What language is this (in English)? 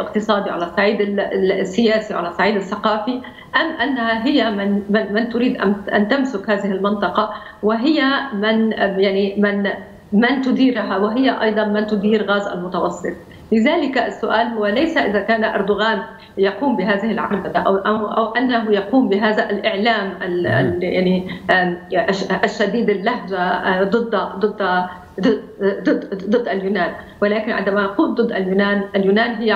Arabic